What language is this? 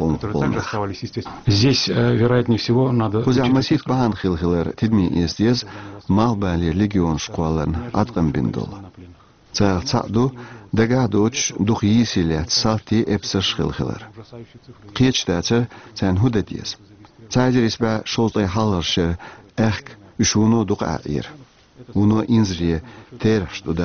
Chechen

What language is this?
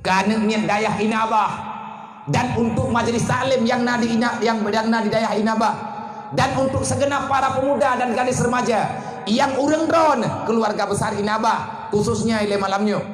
Achinese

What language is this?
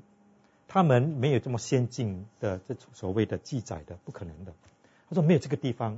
Chinese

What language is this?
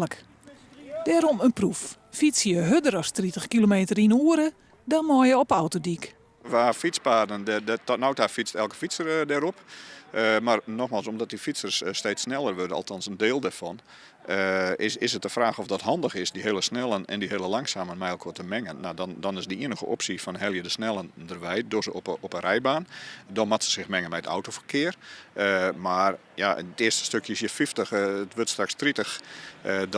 Western Frisian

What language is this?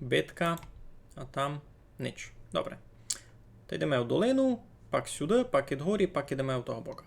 Rusyn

